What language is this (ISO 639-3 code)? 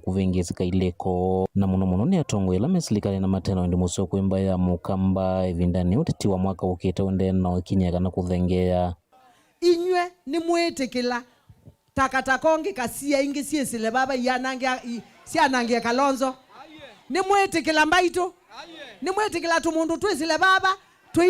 kam